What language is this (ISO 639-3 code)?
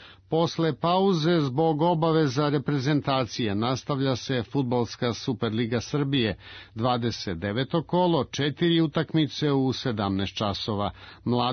srp